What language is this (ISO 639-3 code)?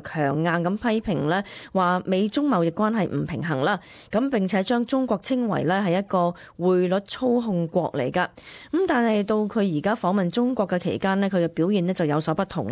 yue